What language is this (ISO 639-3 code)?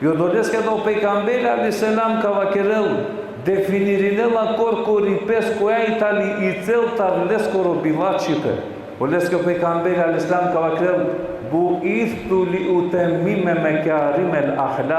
rmn